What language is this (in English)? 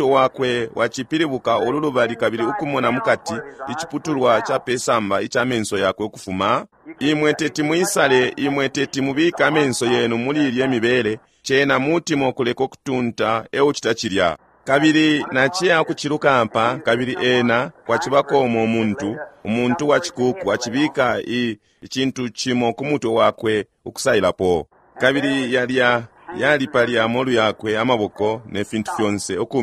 Bemba